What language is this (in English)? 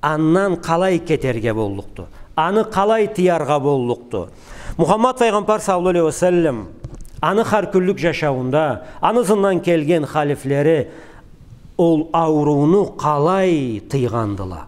Karachay-Balkar